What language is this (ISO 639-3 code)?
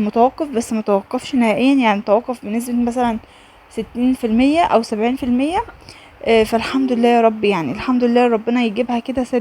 arz